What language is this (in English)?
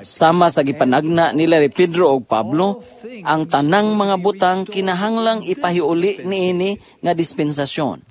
Cebuano